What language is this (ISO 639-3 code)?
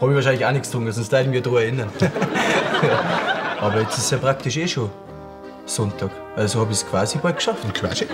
bar